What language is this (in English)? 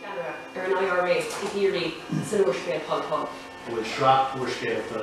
Irish